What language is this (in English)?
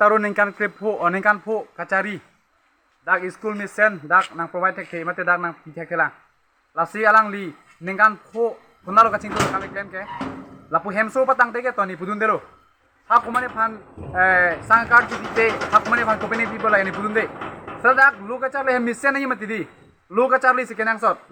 Karbi